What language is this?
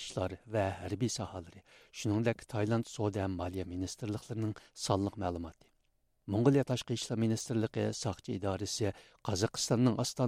Uyghur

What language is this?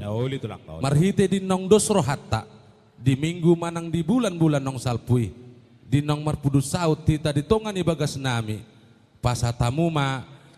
Batak Toba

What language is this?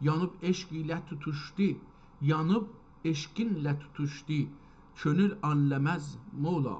South Azerbaijani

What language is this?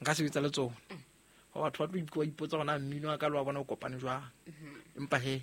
Southern Sotho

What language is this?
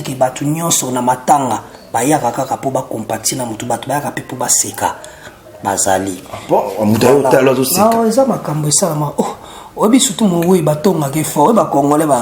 Lingala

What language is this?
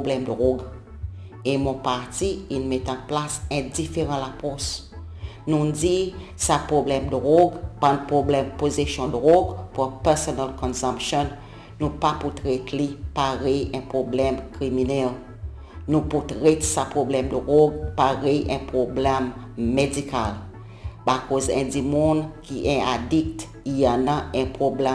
Seselwa Creole French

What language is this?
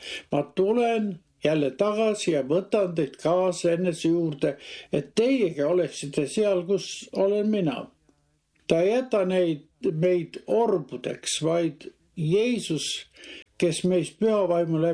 Estonian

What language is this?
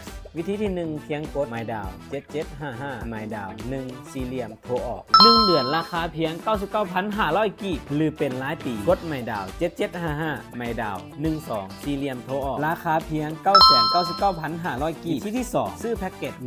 Lao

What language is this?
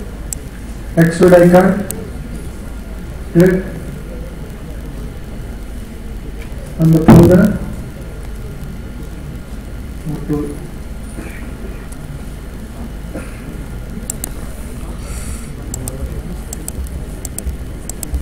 Tamil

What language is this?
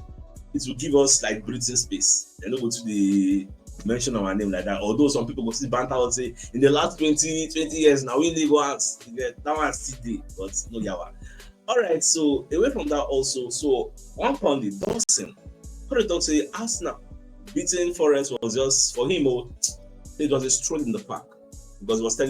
Nigerian Pidgin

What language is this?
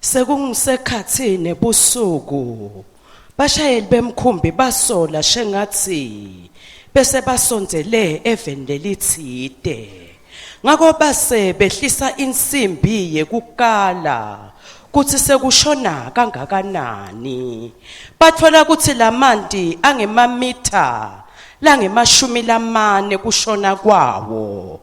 Swati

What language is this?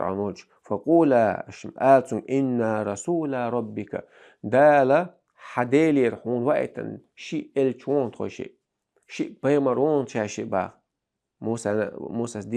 Chechen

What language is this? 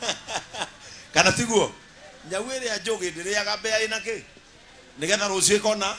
Kikuyu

